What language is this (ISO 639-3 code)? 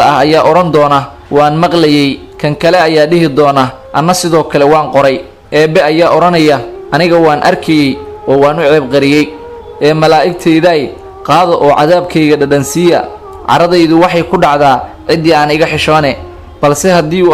som